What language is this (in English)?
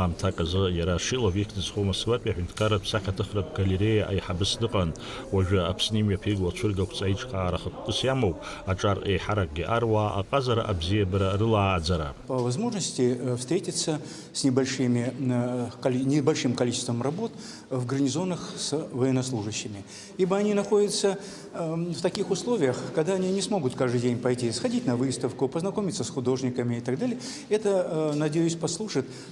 Abkhazian